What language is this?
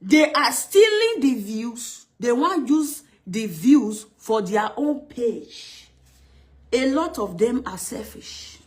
Nigerian Pidgin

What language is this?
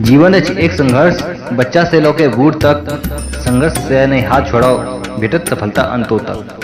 Maithili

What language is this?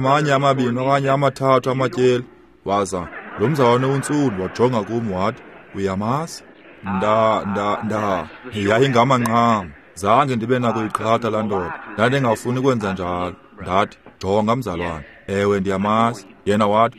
Xhosa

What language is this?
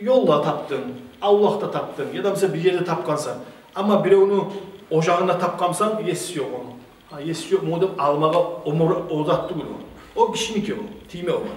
Kumyk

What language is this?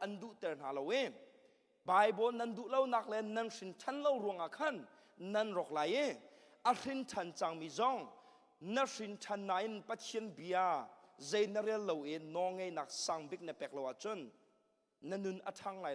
Hakha Chin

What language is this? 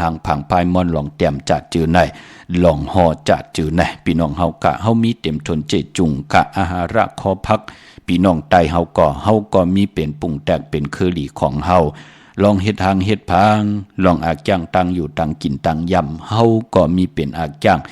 Shan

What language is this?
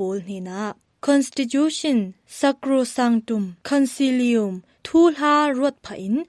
Falam Chin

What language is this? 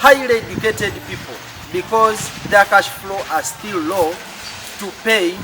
Nyankole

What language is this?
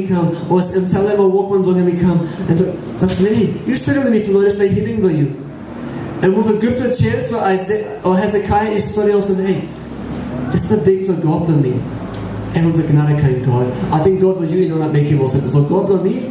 Tok Pisin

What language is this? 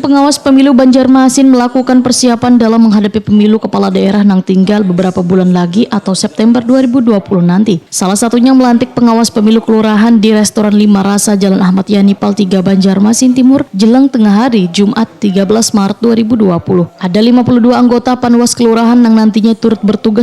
Banjar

